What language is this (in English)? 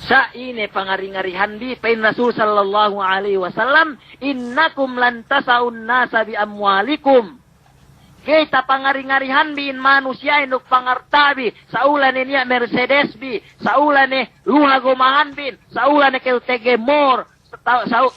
Yakan